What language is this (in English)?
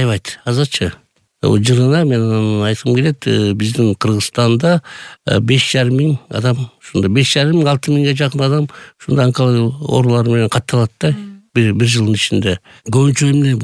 Kyrgyz